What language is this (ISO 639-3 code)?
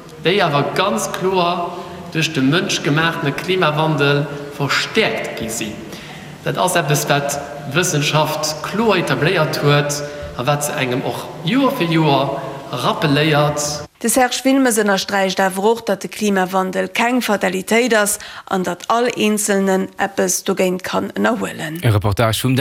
ltz